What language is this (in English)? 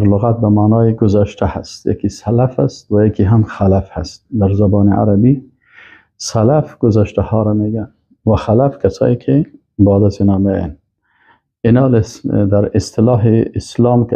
Persian